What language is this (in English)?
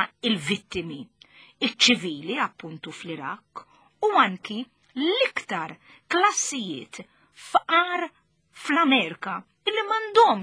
Maltese